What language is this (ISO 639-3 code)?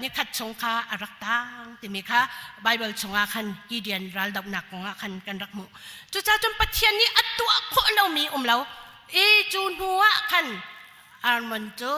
cnh